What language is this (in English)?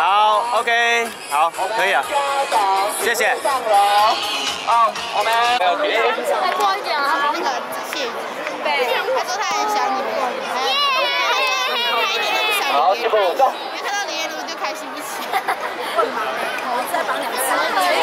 Chinese